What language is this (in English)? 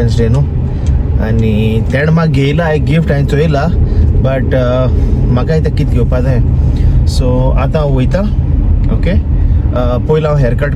Konkani